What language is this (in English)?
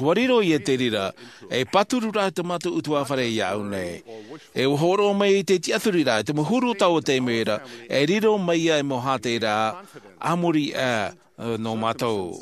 Tahitian